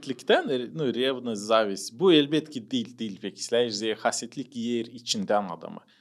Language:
Gagauz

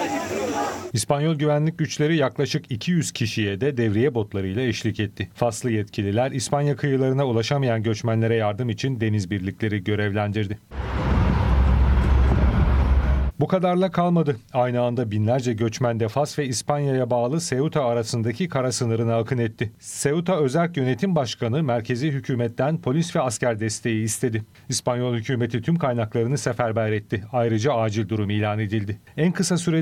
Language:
Turkish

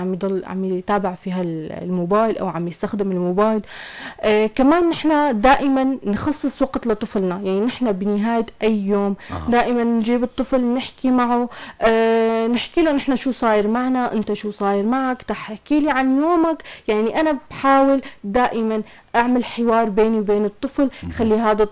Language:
North Levantine Arabic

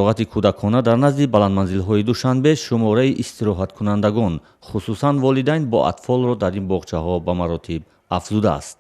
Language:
Tajik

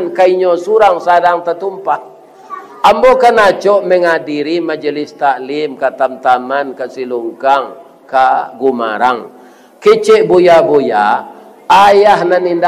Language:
Minangkabau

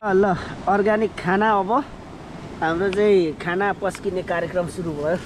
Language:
Nepali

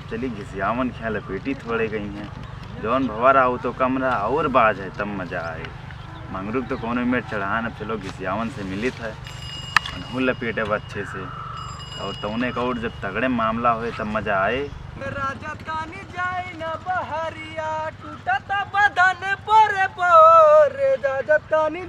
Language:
Awadhi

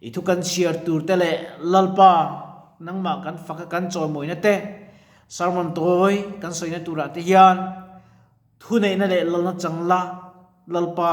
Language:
Mizo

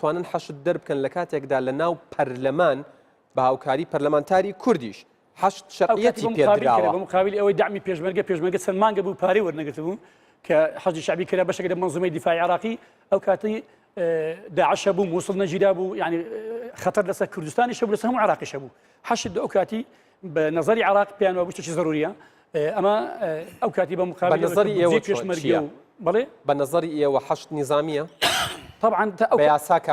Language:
Central Kurdish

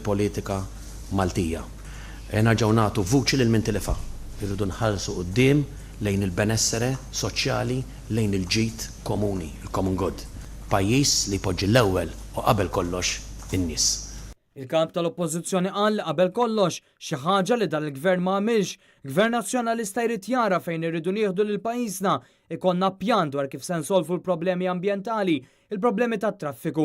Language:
Maltese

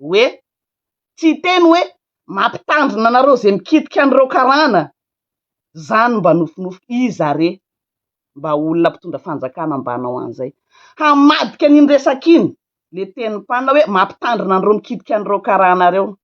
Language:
Malagasy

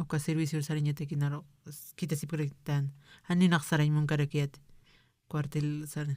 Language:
Aymara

